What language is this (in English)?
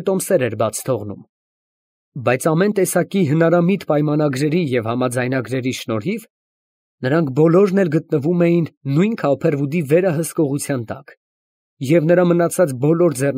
Armenian